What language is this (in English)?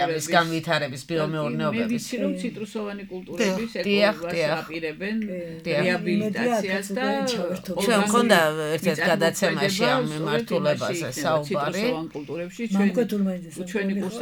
Georgian